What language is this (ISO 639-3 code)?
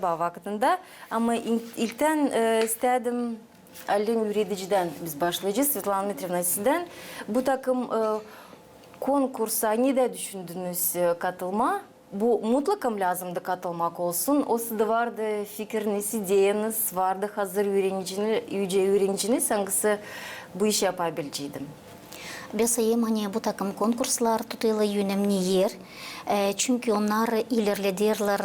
gag